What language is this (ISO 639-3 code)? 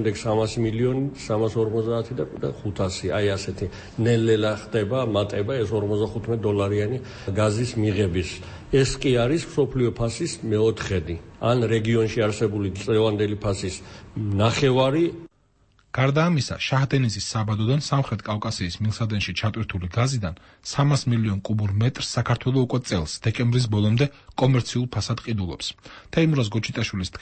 kat